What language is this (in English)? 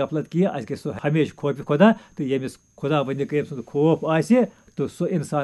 Kashmiri